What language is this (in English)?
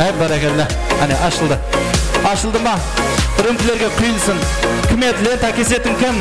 Kara-Kalpak